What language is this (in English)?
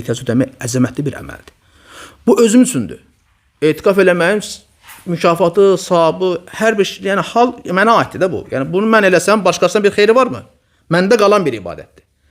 Azerbaijani